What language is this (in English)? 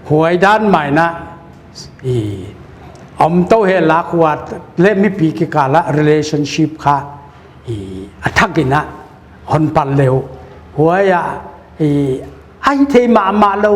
Paite Chin